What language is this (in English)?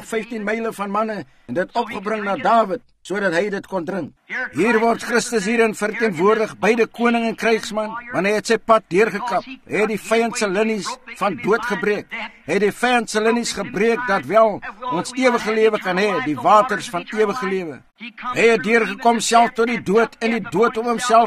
Afrikaans